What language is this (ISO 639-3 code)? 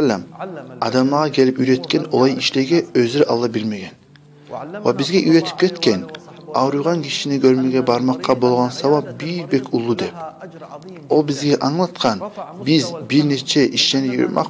kum